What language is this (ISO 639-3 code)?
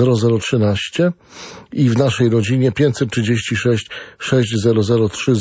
pol